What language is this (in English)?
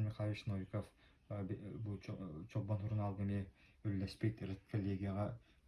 Yakut